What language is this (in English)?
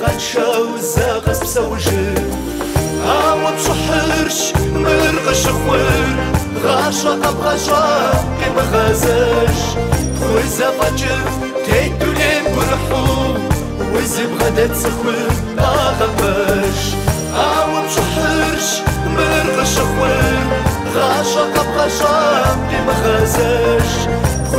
Kabardian